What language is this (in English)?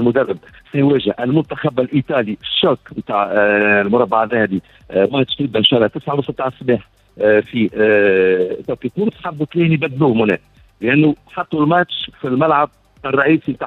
Tunisian Arabic